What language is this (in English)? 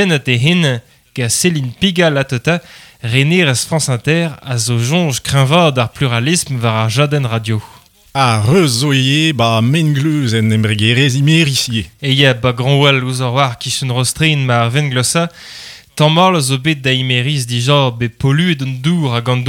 Breton